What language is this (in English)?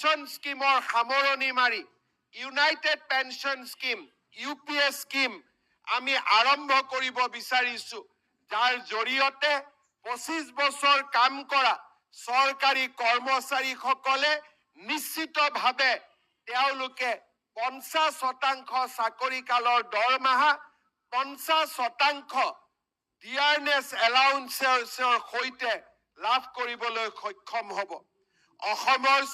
Assamese